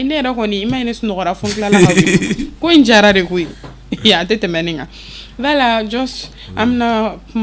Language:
Bambara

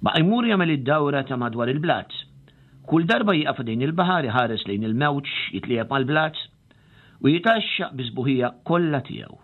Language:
Maltese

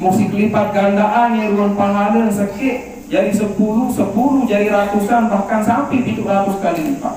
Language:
Sasak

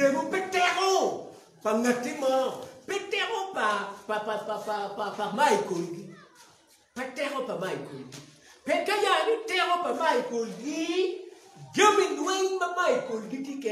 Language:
Acoli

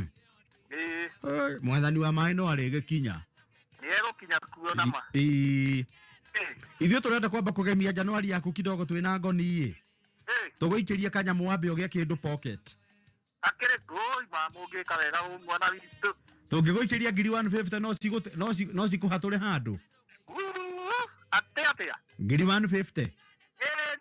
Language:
Kikuyu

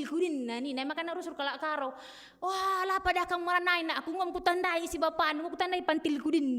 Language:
Batak Karo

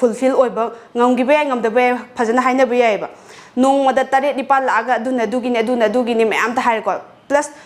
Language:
Manipuri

